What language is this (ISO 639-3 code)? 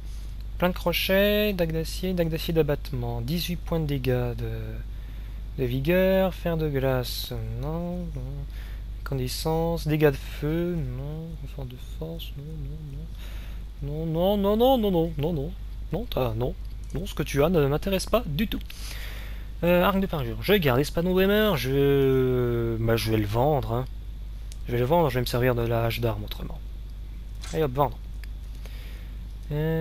fra